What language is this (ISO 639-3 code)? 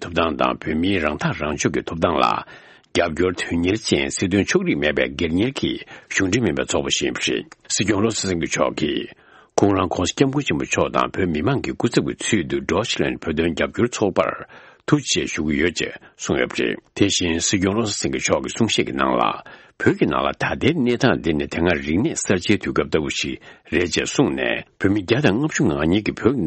bod